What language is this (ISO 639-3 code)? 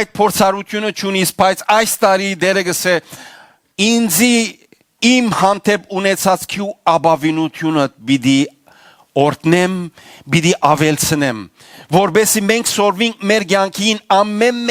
hyw